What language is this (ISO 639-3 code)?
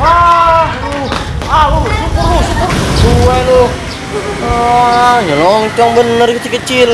bew